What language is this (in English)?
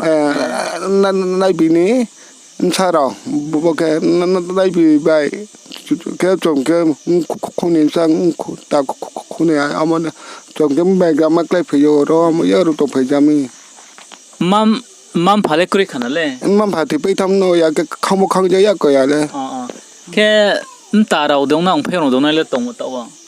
Riang (India)